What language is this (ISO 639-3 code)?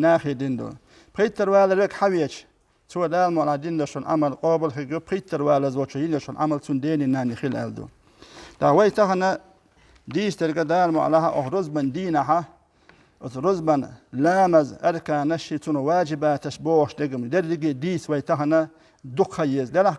che